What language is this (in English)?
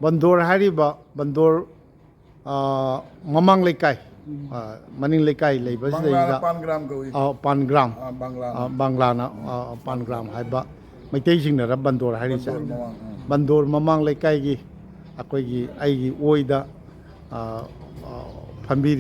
Manipuri